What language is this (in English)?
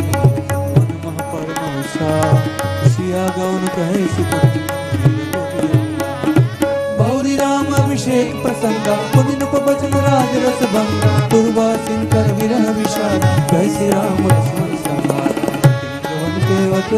Gujarati